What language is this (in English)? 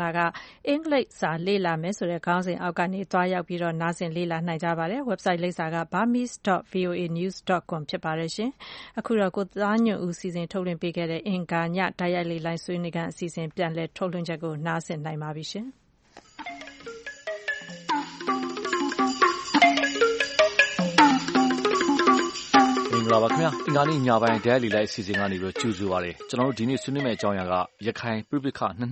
Burmese